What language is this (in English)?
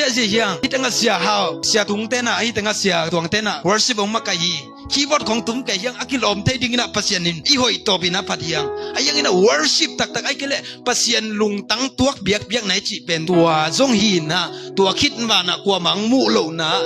Tedim Chin